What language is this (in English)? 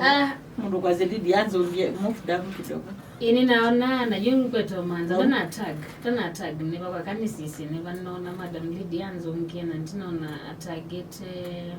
Kamba